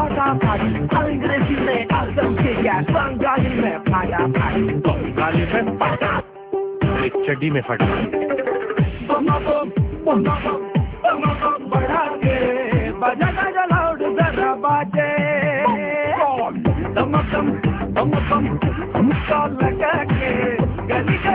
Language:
Bangla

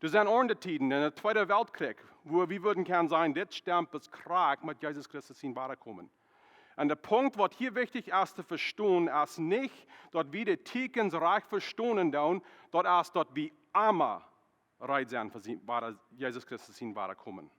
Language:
Plautdietsch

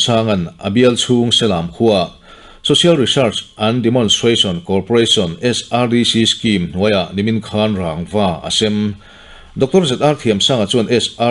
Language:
Mizo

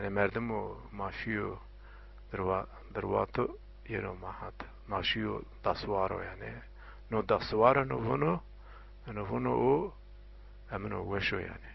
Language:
Zaza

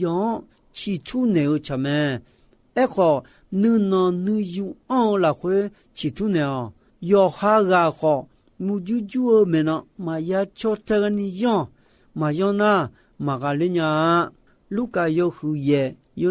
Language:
Akha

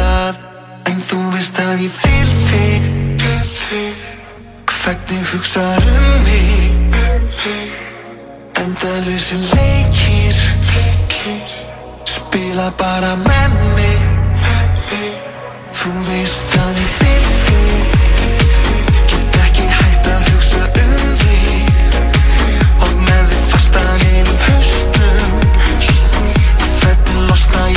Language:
Icelandic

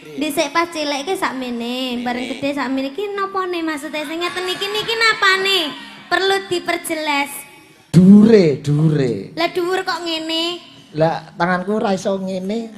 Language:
Javanese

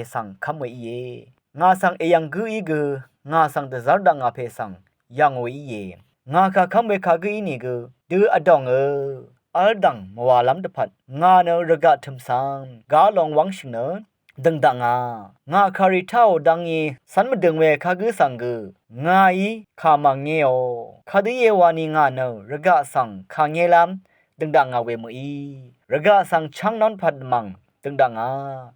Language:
Rawang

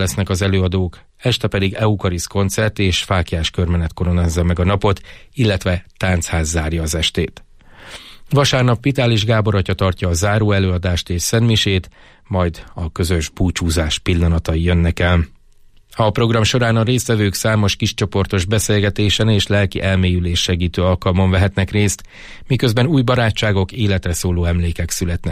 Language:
Hungarian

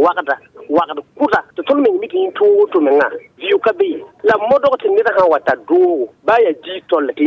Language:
Mossi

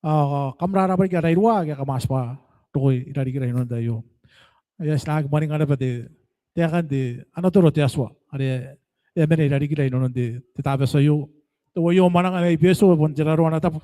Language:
Gilbertese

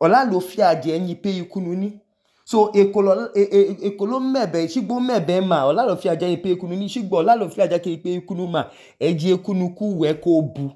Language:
Idoma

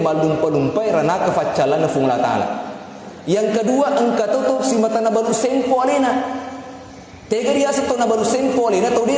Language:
Buginese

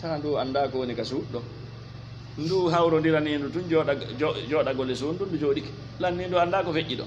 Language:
Fula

